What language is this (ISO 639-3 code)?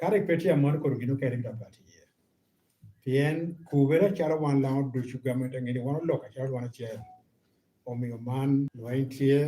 laj